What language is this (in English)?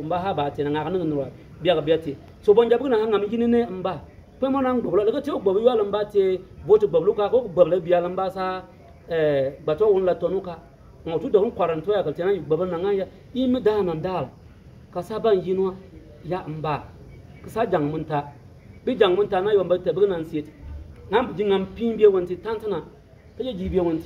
Bimoba